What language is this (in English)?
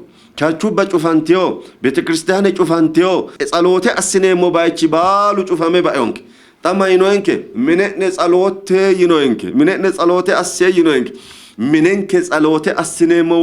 Sidamo